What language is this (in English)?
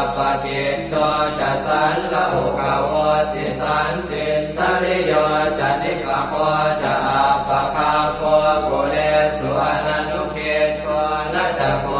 Pali